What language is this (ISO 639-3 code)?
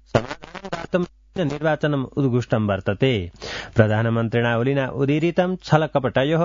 san